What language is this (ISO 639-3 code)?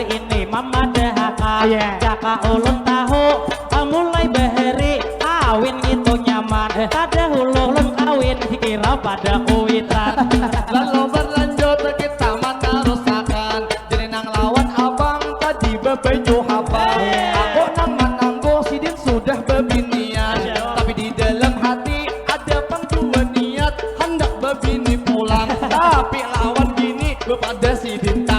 bjn